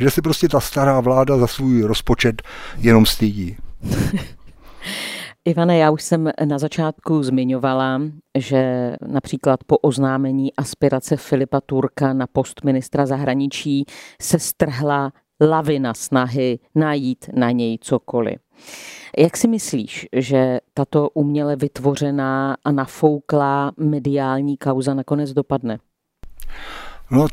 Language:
Czech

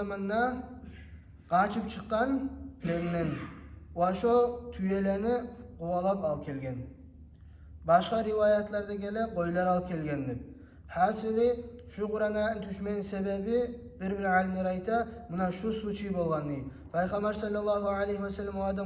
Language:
Kumyk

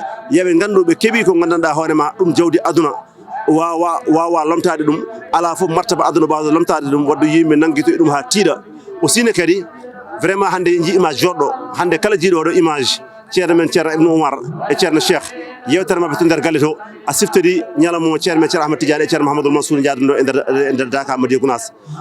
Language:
Fula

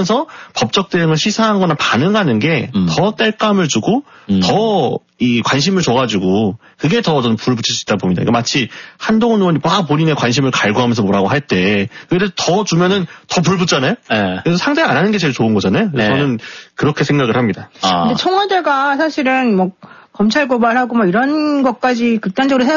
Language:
Korean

